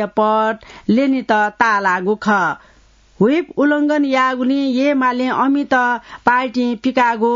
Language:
Newari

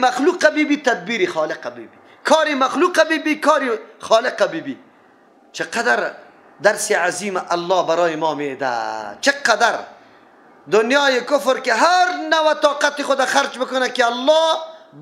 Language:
Persian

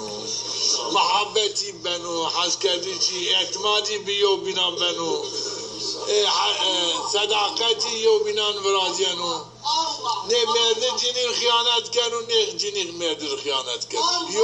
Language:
Zaza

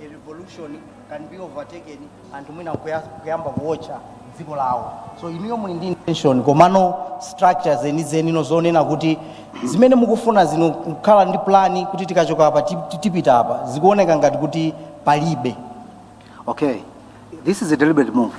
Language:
Nyanja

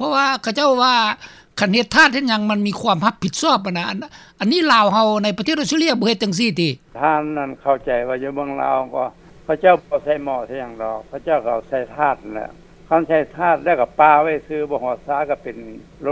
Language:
Lao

